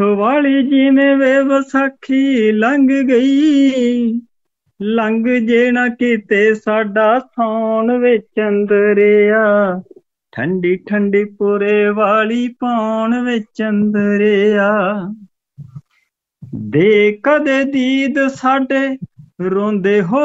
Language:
Punjabi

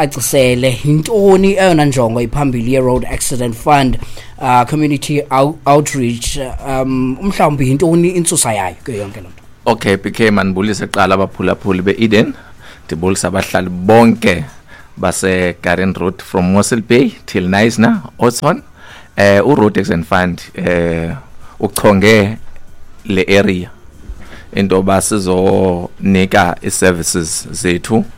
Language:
Xhosa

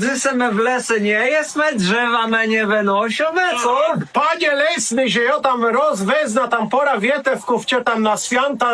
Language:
Kashubian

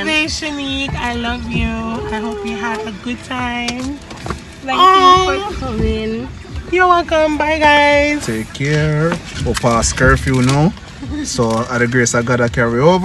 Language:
Jamaican Creole English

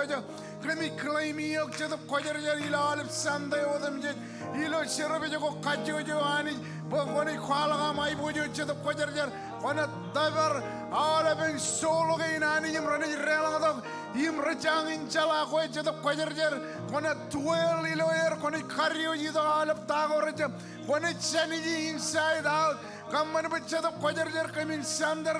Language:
Marshallese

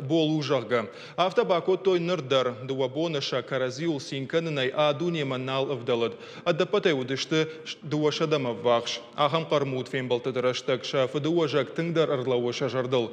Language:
Ossetic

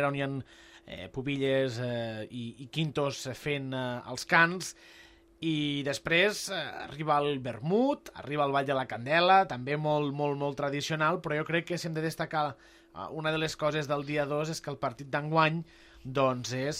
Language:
Catalan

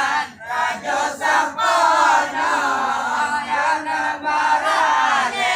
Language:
Minangkabau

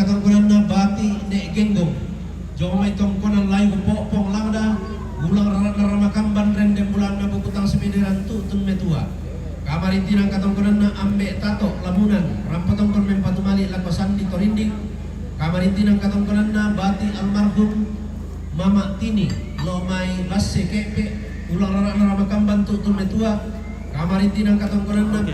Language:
Toraja-Sa'dan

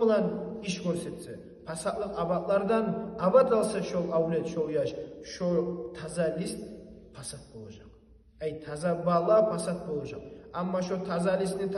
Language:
Kumyk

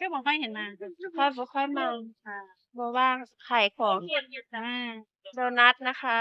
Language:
Northeastern Thai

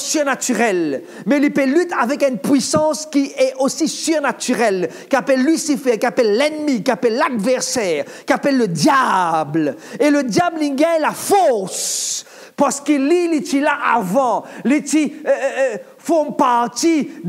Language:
Morisyen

